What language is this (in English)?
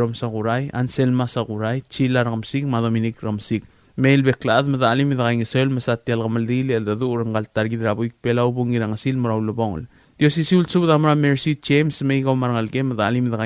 Palauan